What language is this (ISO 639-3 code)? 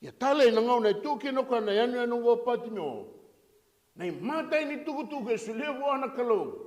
fij